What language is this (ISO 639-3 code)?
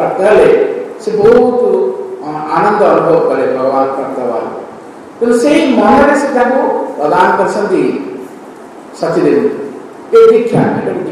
ori